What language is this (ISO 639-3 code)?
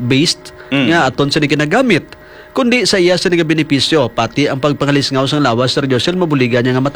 hil